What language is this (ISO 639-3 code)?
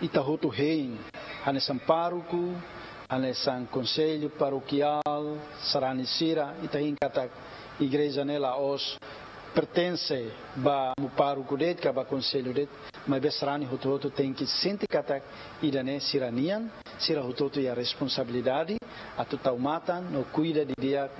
tet